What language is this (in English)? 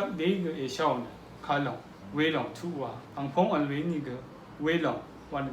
Rawang